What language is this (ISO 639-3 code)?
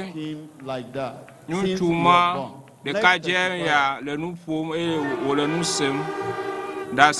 ewe